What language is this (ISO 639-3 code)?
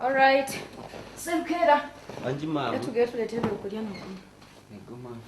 nyo